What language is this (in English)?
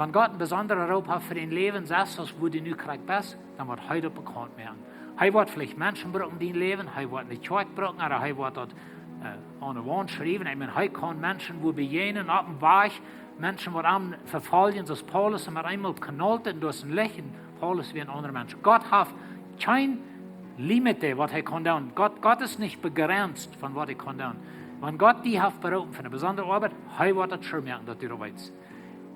Plautdietsch